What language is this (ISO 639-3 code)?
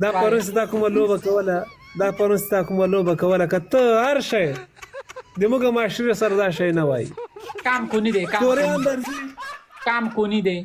pus